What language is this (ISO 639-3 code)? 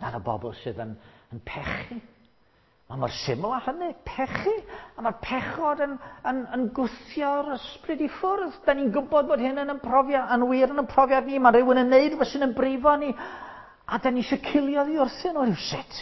cym